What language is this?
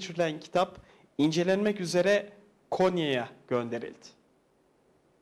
Turkish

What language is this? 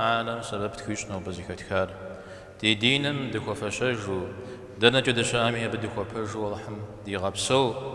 Kabardian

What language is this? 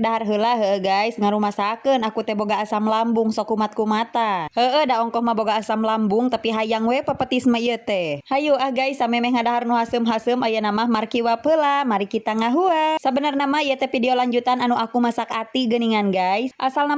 Sundanese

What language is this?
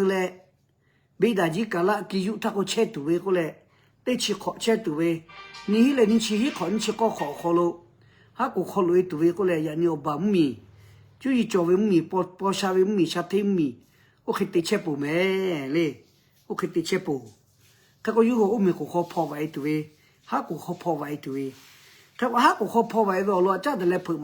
Lahu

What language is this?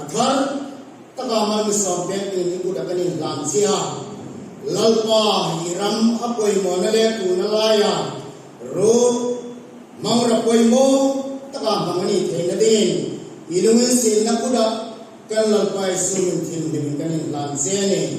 Hmar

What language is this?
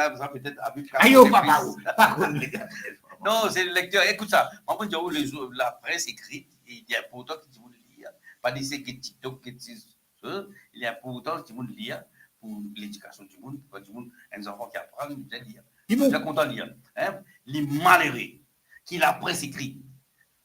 Morisyen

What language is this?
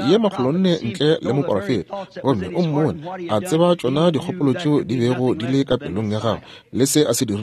Northern Sotho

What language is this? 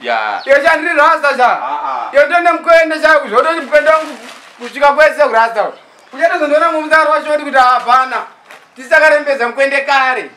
Shona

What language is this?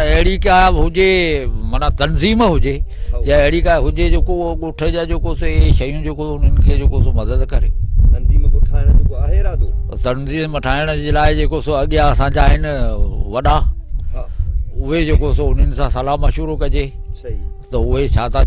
Sindhi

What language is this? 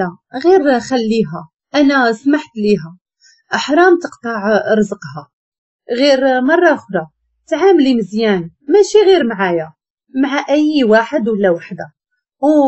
Moroccan Arabic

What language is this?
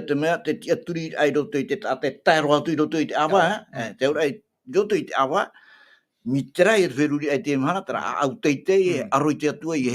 Tahitian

